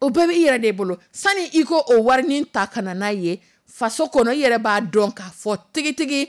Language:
Dyula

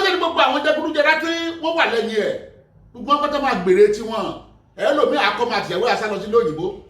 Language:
Yoruba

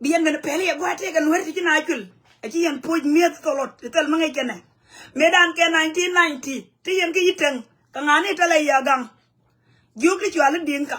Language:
Nuer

